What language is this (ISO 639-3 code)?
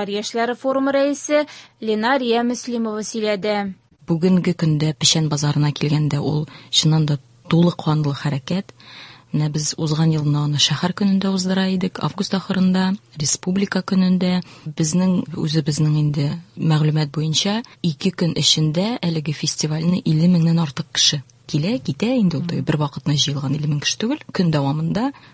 tat